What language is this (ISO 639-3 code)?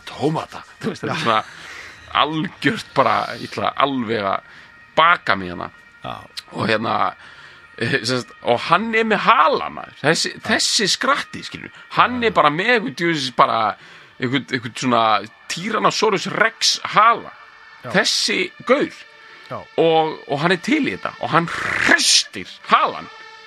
isl